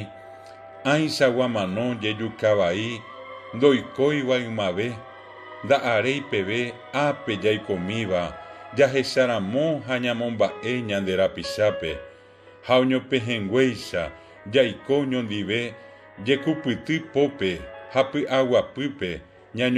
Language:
Guarani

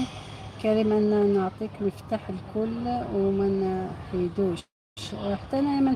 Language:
Algerian Arabic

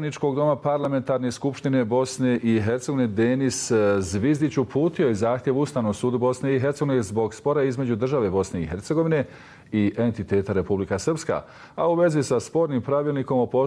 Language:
Bosnian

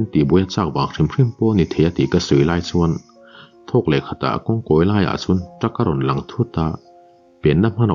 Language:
Mizo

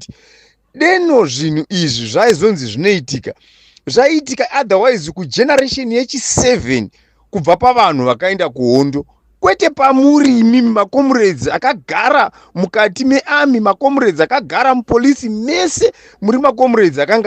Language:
Shona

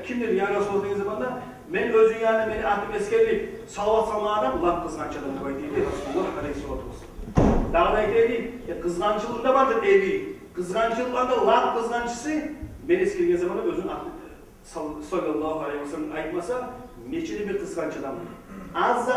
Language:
Kumyk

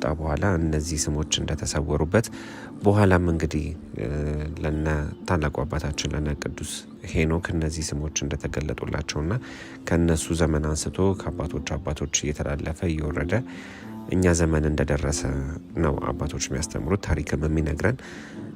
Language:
Amharic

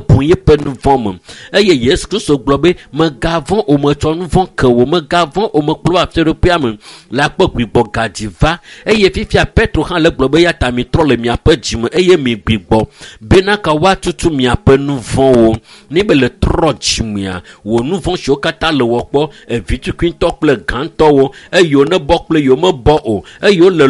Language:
Ewe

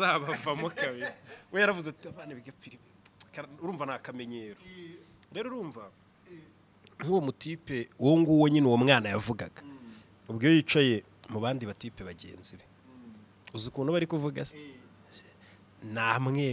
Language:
Kinyarwanda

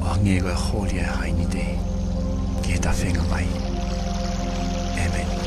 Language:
Tongan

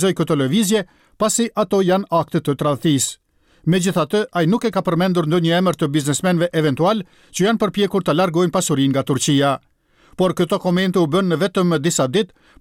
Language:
Albanian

